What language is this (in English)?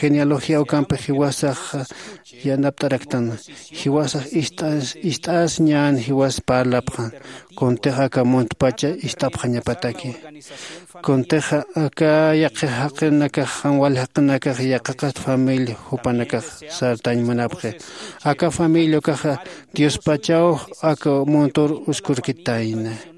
Aymara